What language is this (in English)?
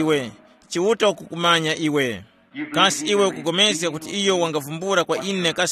Tumbuka